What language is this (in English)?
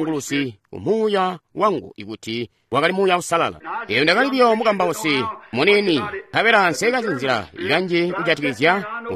Tonga (Zambia)